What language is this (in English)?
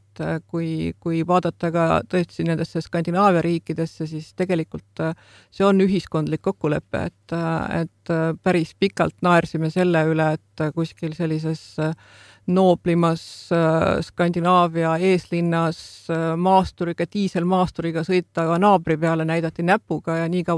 Estonian